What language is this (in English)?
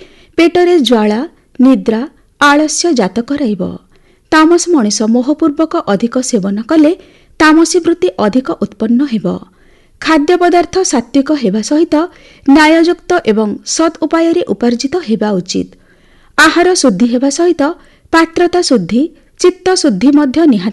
Odia